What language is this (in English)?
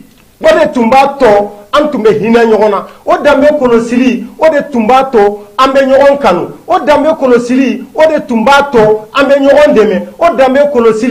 Bambara